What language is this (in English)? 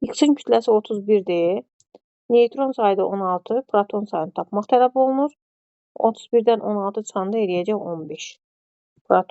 Azerbaijani